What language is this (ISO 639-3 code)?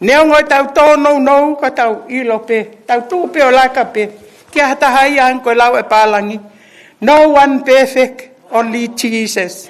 ton